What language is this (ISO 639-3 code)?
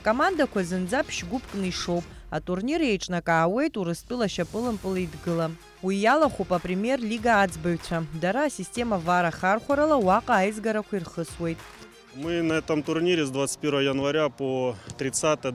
abk